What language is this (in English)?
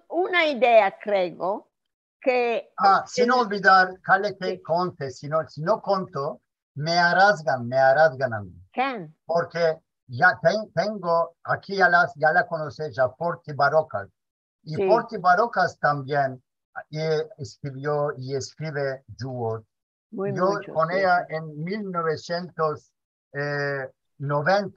Ladino